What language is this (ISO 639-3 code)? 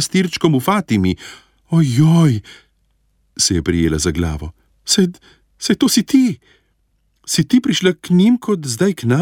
slv